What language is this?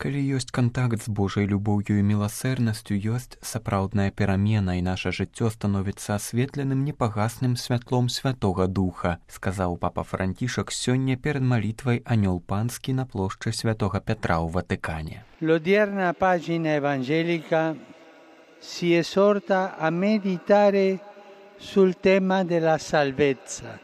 Belarusian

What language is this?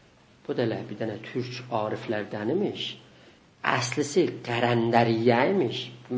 South Azerbaijani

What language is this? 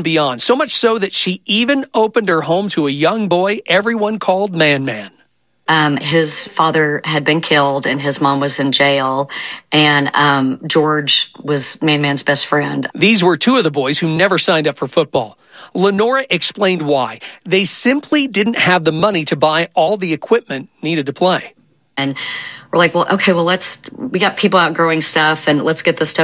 English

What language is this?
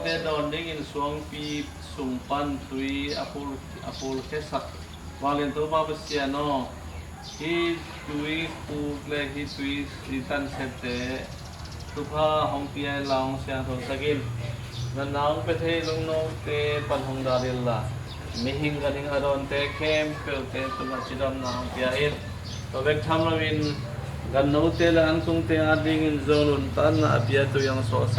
Tedim Chin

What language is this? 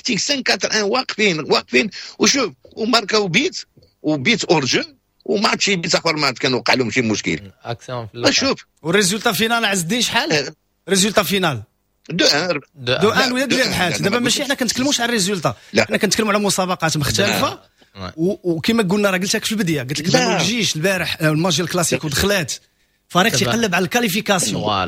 Moroccan Arabic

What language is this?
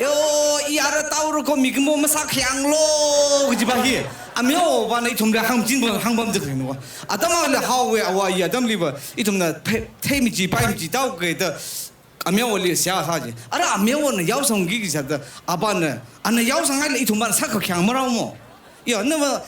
Tangkhul Naga (India)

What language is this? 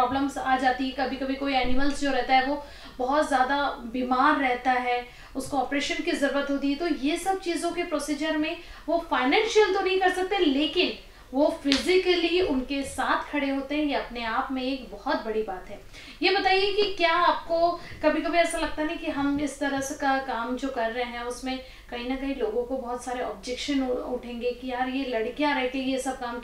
Hindi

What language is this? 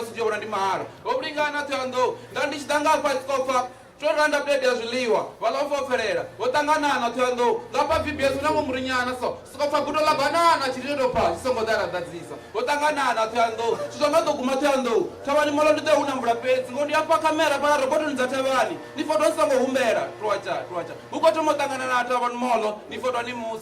Venda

